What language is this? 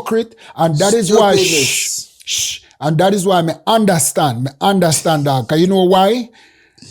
Jamaican Creole English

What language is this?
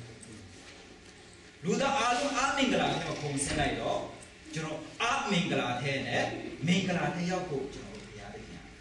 Burmese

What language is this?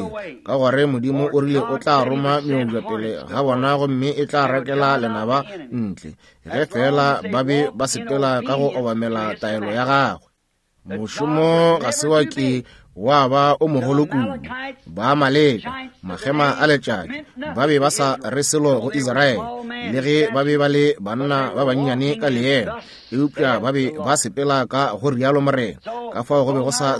Northern Sotho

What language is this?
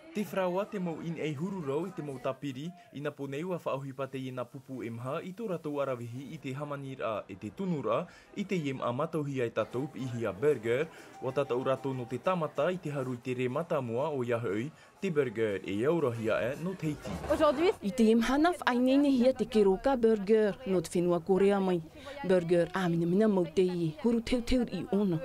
Tahitian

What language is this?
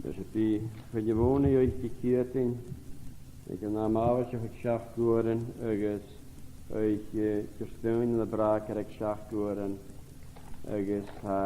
Scottish Gaelic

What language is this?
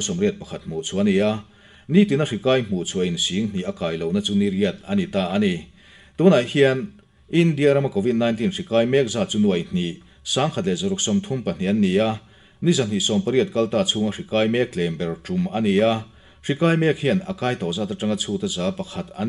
Mizo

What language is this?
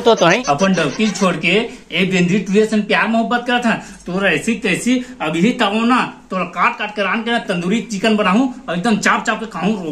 Chhattisgarhi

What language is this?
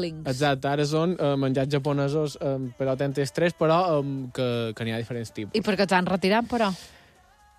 Catalan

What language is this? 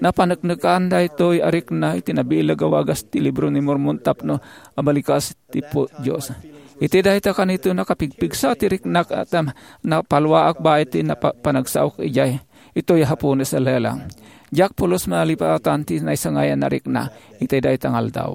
Iloko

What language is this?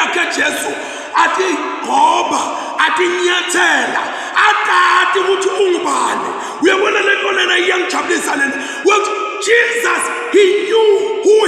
Zulu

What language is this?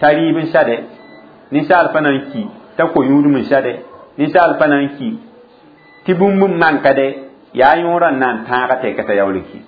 Mossi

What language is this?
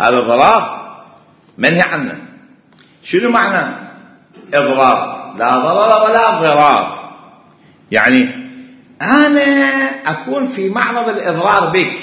Mesopotamian Arabic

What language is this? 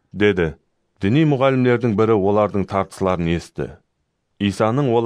Kara-Kalpak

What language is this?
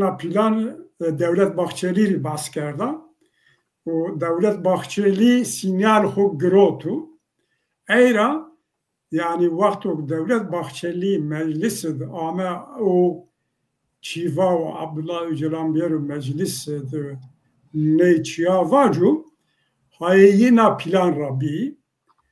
Zaza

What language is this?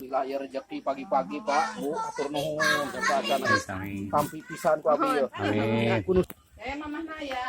Sundanese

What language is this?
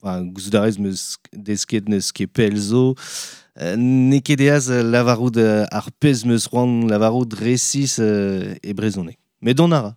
Breton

